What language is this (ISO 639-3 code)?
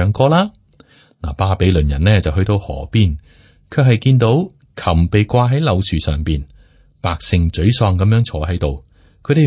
yue